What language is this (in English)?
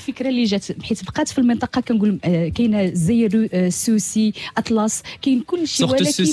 Moroccan Arabic